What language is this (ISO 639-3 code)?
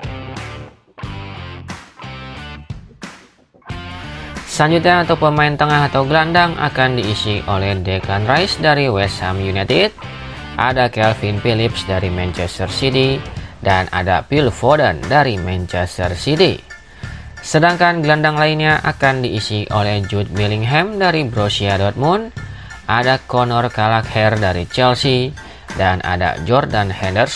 ind